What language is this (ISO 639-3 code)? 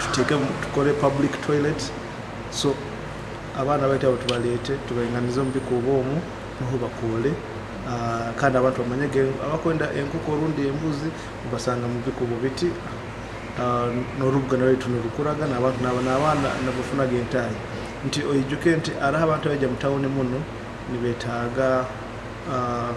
nyo